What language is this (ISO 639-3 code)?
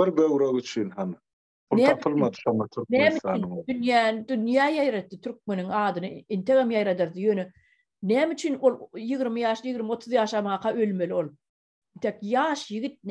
tuk